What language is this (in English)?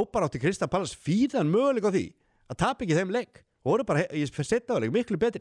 Icelandic